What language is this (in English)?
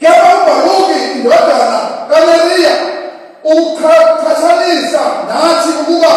Zulu